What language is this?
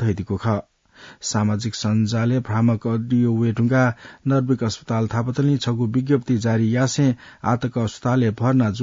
Newari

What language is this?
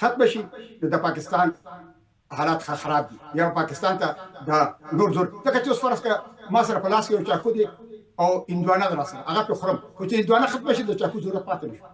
Pashto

